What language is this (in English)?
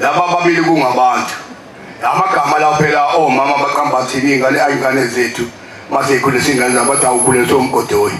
Zulu